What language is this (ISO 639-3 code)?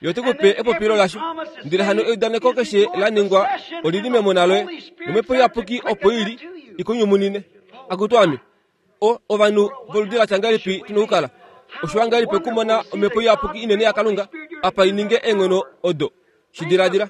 kua